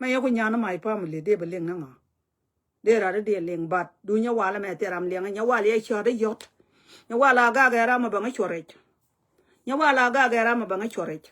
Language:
Nuer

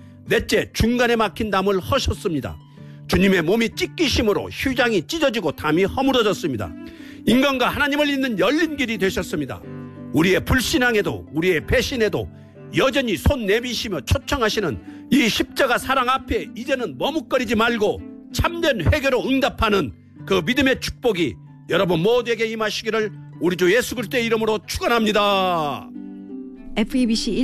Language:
Korean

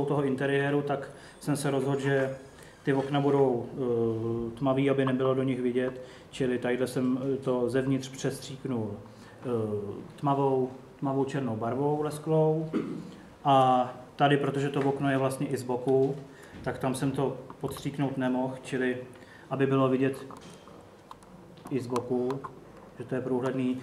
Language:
Czech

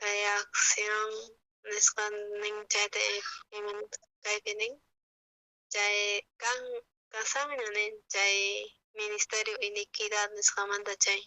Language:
South Bolivian Quechua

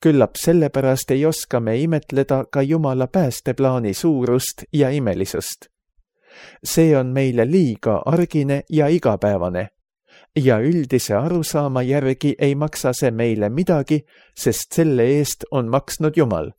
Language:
Estonian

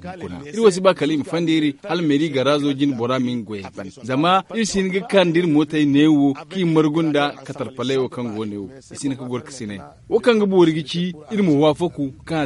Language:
Zarma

